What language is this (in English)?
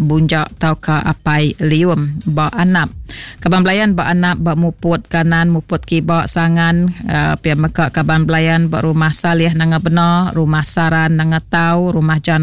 Iban